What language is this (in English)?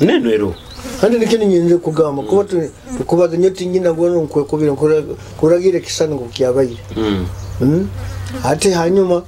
Nyoro